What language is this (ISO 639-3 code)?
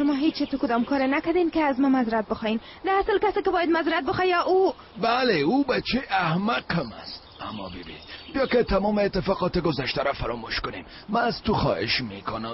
tgk